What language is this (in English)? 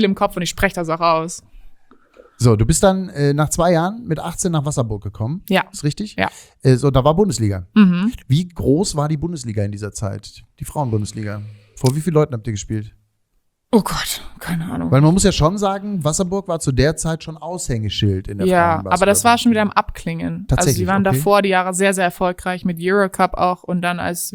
German